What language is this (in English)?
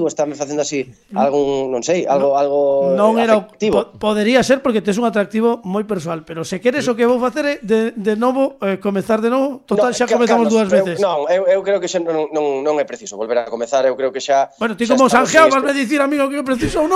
Galician